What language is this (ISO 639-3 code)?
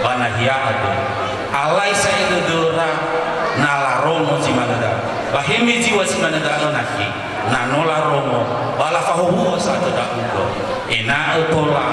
nia